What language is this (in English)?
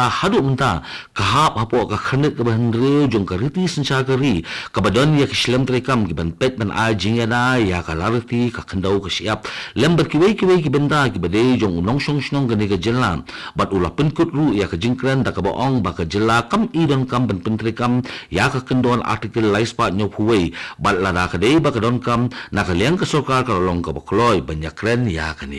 Khasi